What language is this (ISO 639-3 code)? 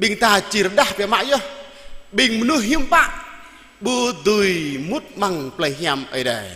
jra